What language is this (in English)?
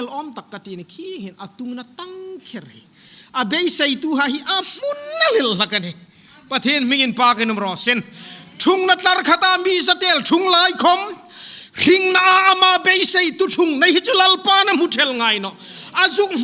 Hmar